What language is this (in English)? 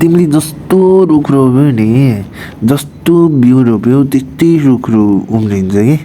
Nepali